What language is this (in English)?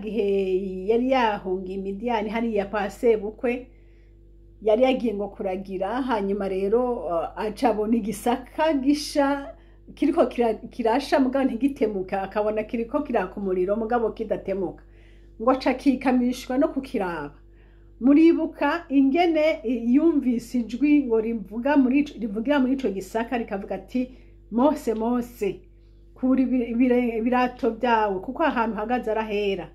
Rundi